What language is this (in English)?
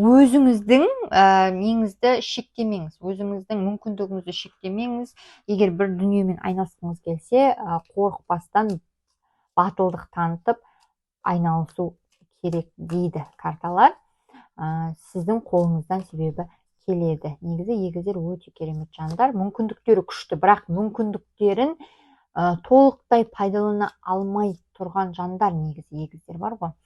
Kazakh